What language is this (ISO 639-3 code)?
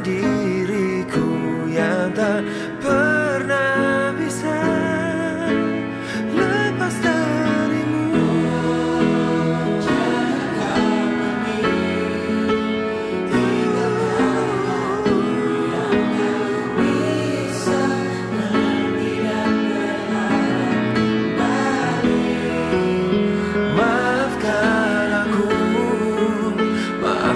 ind